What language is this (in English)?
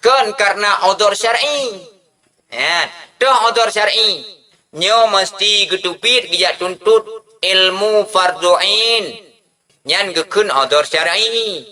Achinese